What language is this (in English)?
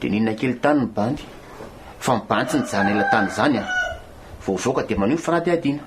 Malagasy